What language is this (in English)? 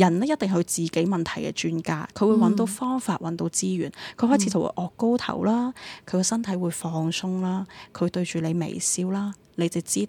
Cantonese